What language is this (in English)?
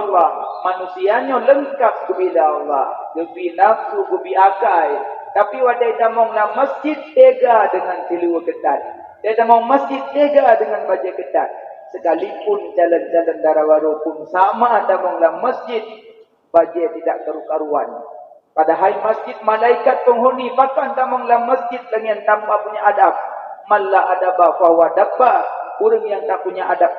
Achinese